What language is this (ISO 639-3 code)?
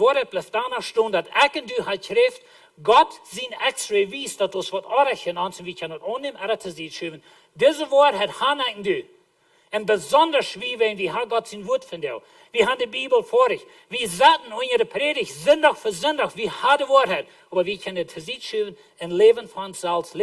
pdt